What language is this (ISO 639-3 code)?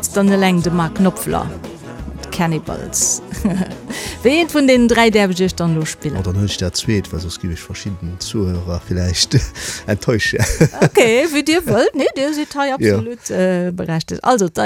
ltz